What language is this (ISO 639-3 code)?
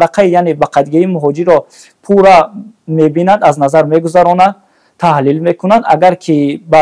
tgk